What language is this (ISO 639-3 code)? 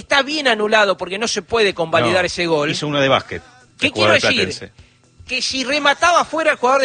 spa